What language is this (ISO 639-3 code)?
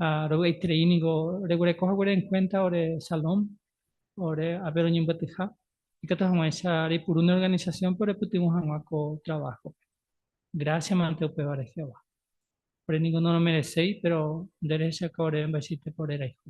grn